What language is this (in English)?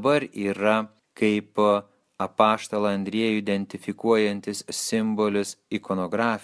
Lithuanian